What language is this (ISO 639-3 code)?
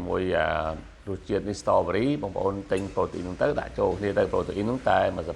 khm